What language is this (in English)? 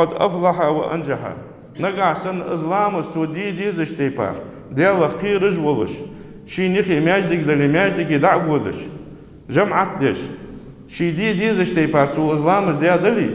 Ingush